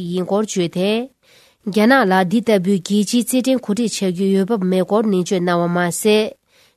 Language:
Tibetan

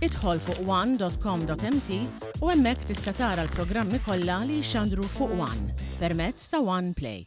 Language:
Maltese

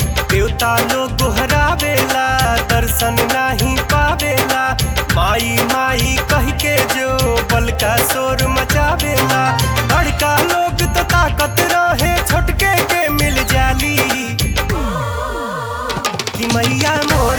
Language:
Bhojpuri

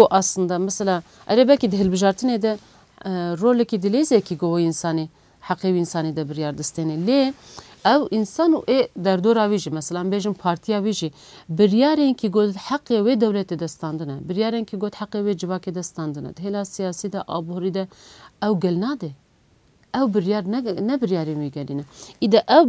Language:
Kurdish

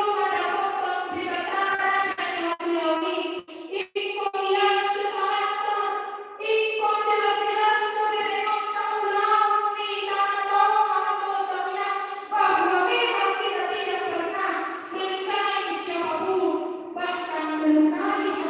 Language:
Batak Toba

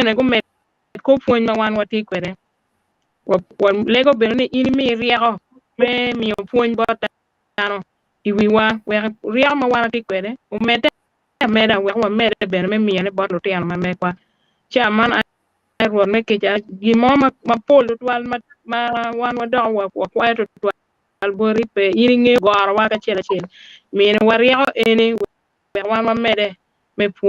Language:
Acoli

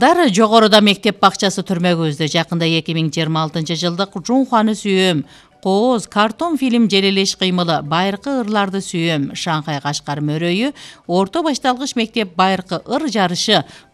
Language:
Kyrgyz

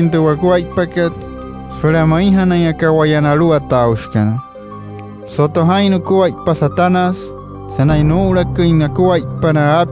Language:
Wayuu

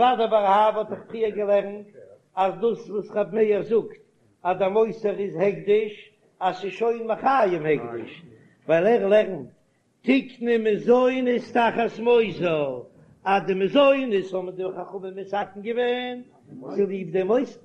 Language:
Yiddish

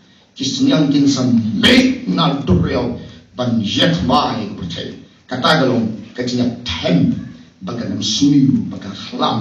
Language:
Khasi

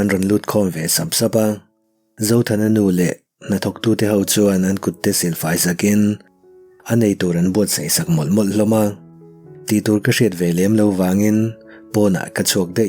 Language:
Mizo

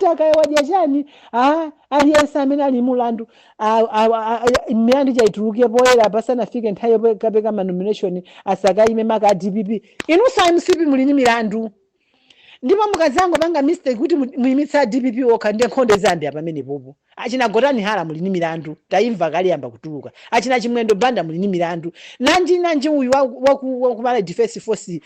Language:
Nyanja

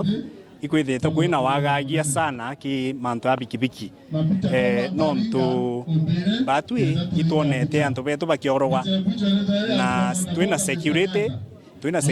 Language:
Meru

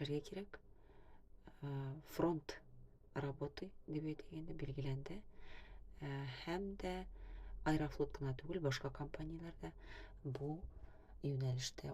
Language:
Tatar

